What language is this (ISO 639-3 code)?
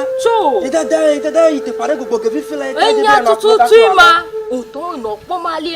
ewe